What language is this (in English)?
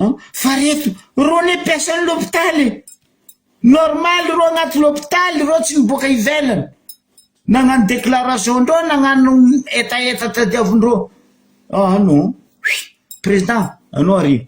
Malagasy